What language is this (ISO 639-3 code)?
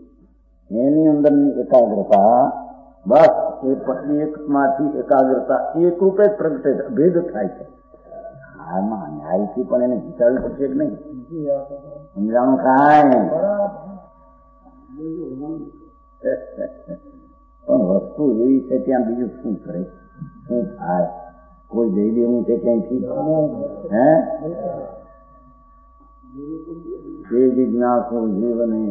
guj